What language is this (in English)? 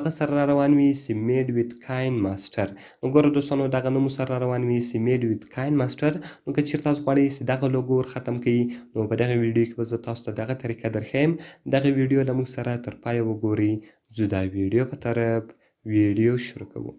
Pashto